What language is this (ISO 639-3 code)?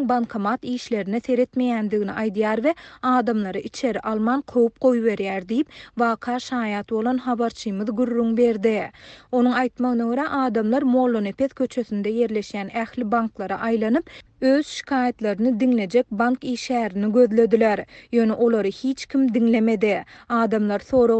tuk